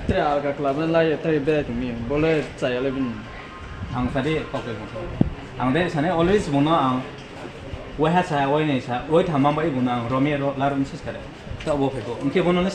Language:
Riang (India)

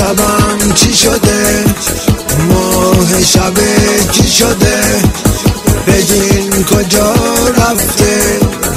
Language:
Persian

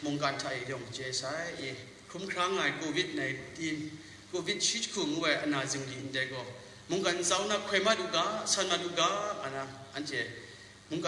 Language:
Kachin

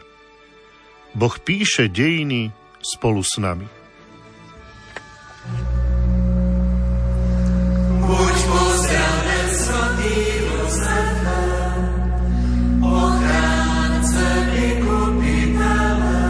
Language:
Slovak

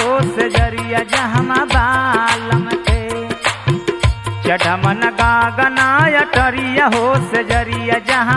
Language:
Bhojpuri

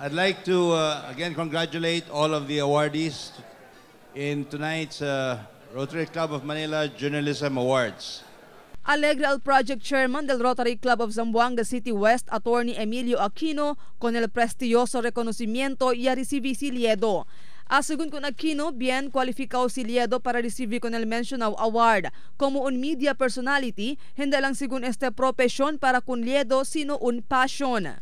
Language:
Chavacano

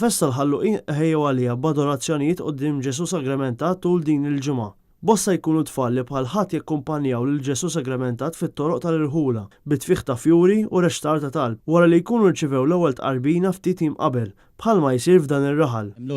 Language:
Maltese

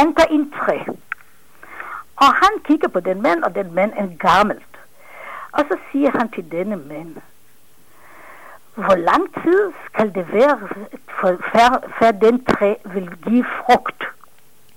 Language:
Danish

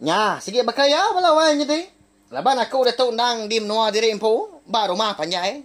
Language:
Iban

